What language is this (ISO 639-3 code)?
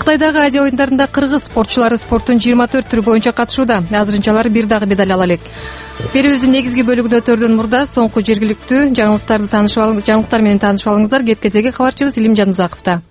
kir